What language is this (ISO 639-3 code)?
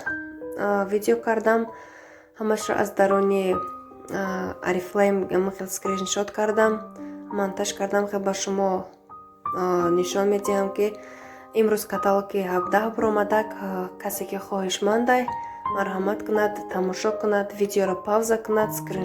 tgk